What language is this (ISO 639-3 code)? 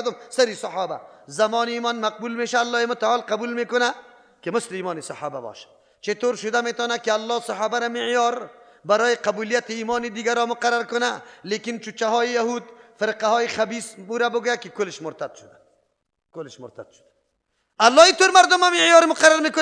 fas